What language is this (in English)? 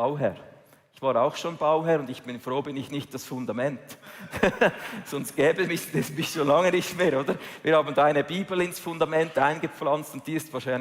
Swiss German